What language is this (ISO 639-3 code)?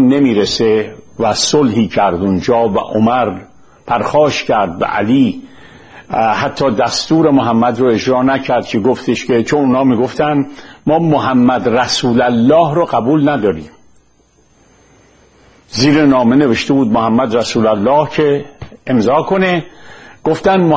fas